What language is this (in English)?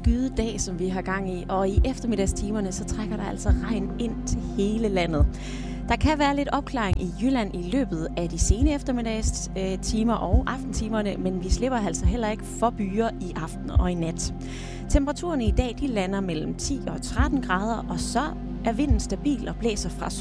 Danish